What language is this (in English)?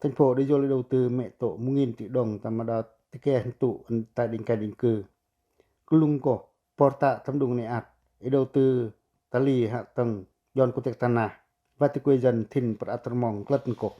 Pacoh